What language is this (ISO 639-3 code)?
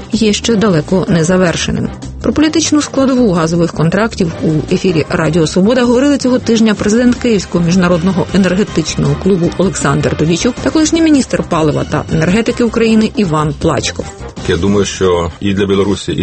ukr